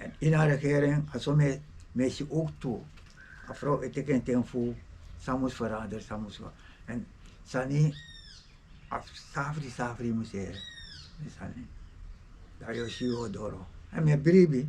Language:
Sranan Tongo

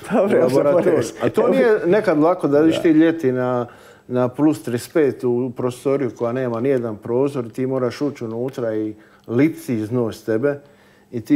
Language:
Croatian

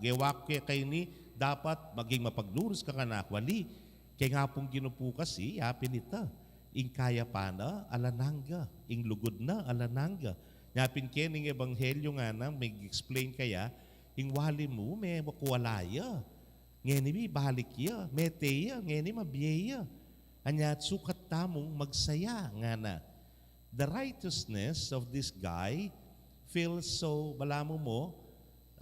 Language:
Pampanga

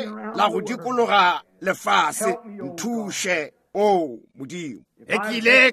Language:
Northern Sotho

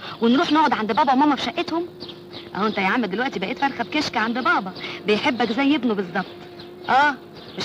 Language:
Egyptian Arabic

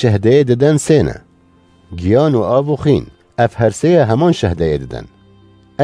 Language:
Kurdish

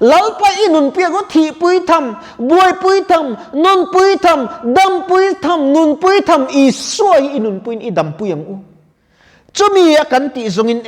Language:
Mizo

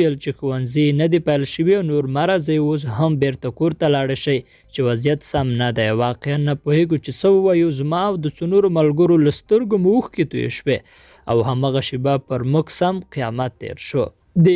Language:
Pashto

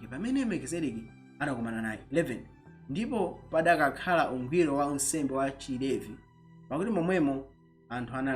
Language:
Nyanja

